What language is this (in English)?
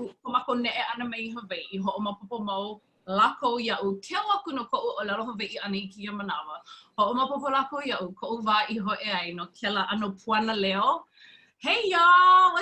Hawaiian